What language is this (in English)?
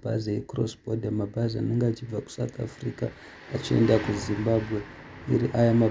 Shona